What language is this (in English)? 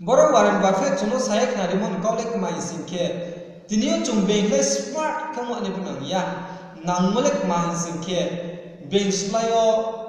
Riang (India)